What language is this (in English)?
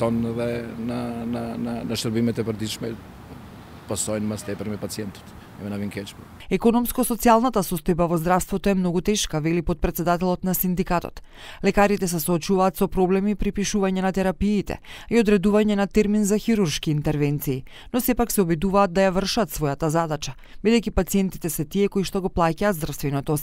Macedonian